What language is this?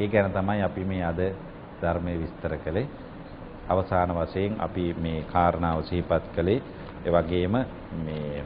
Sinhala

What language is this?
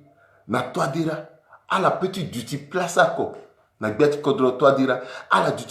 Sango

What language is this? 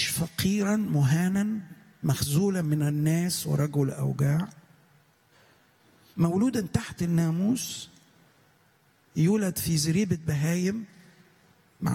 Egyptian Arabic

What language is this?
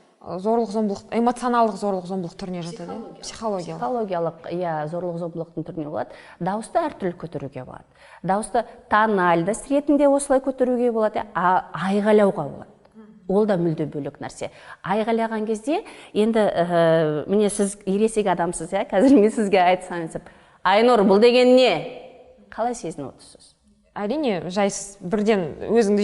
Kazakh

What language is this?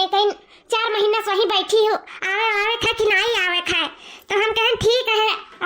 Awadhi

